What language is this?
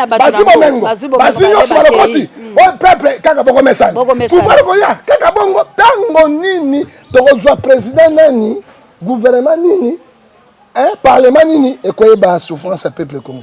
Lingala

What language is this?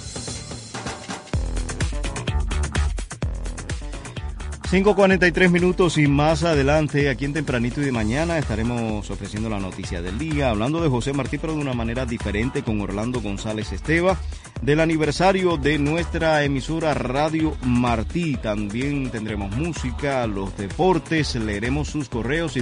Spanish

